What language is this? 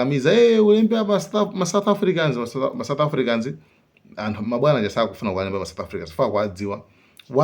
Nyanja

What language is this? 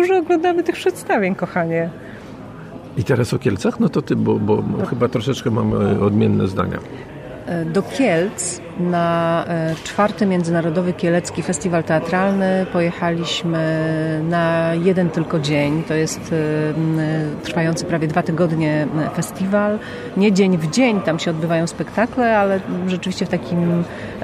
Polish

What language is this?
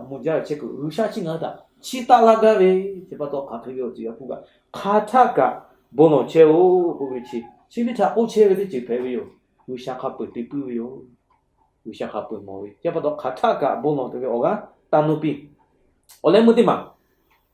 Lahu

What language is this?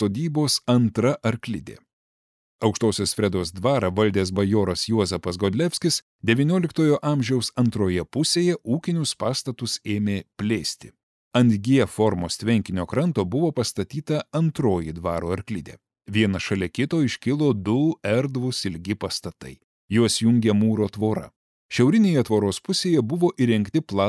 Lithuanian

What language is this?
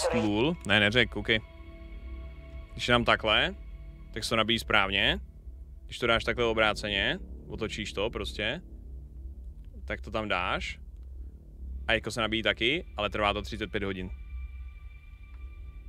Czech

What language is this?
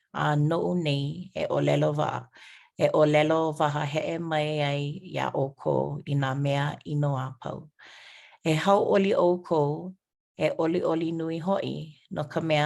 Hawaiian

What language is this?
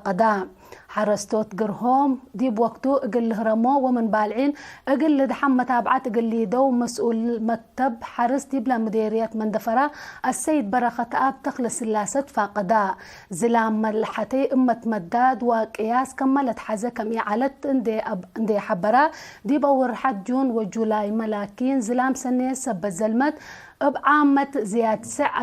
Tigre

